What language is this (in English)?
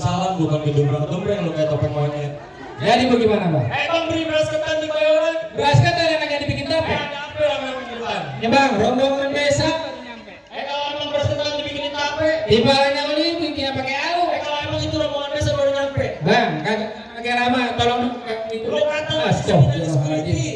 Betawi